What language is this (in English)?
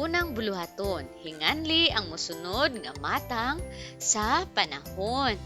Cebuano